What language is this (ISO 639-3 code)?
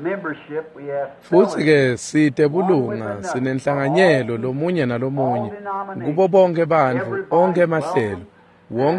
ssw